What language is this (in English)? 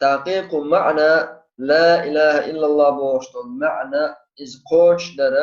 Chechen